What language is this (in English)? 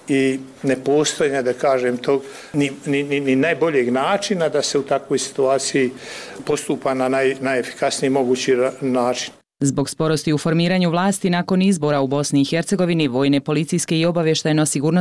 Bosnian